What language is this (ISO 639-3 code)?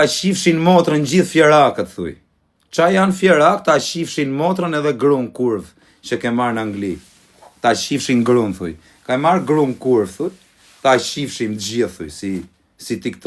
sqi